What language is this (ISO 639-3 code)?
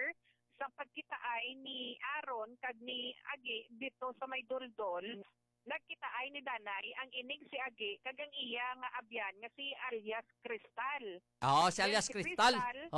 hil